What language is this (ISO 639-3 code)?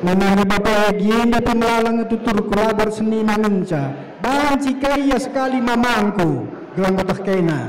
btx